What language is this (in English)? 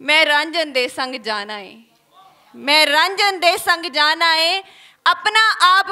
Western Panjabi